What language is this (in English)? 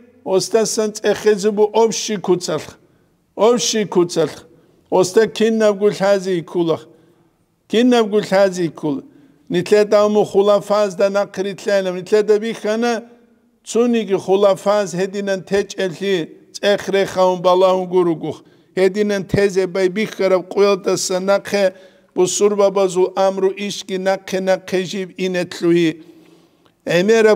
Avaric